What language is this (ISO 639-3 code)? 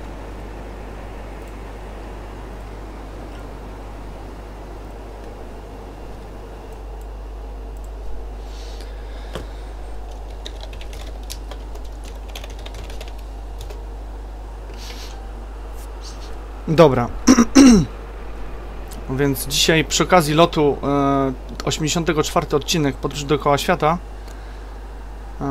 pol